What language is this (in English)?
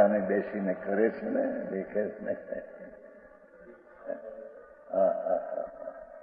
Gujarati